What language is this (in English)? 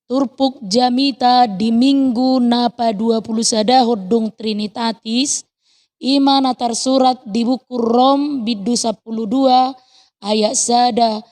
Batak Toba